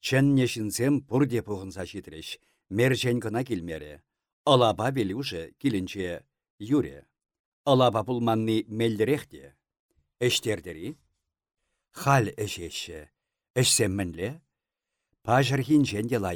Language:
Chuvash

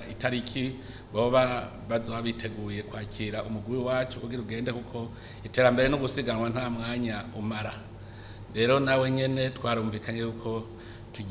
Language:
Rundi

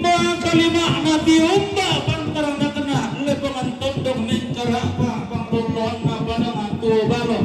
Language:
Toraja-Sa'dan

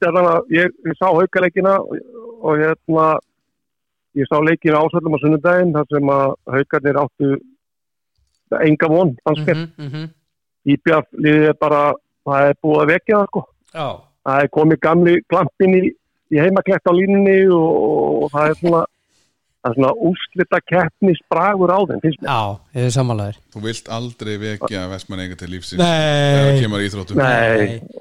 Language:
Icelandic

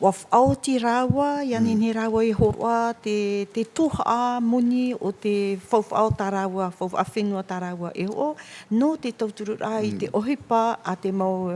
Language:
Tahitian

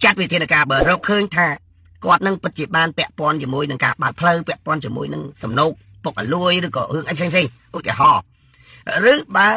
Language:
Khmer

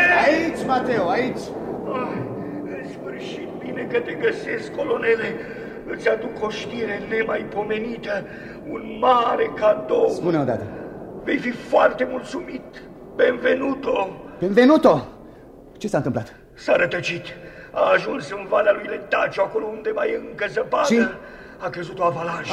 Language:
Romanian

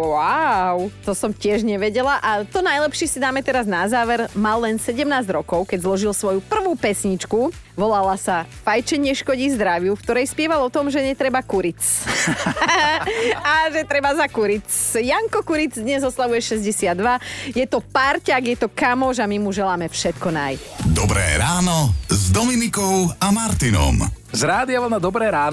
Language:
Slovak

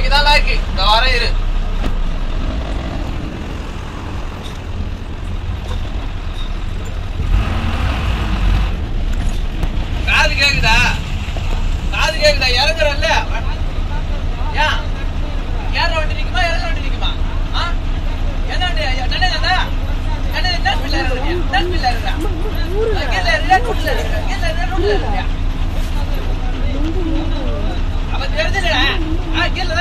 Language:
Tamil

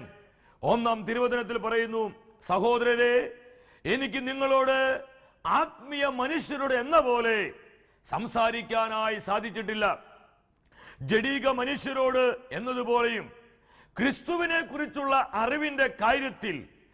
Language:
Malayalam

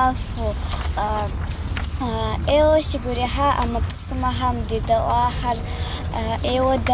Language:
Kabardian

